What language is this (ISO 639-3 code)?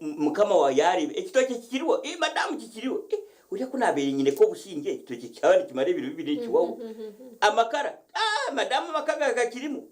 nyn